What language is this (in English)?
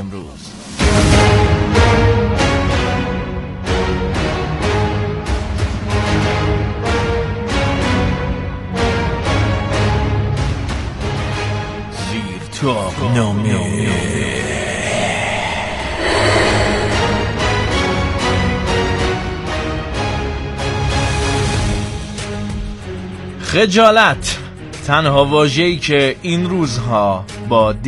Persian